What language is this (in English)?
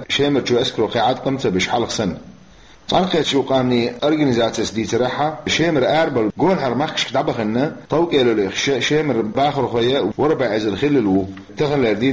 Chechen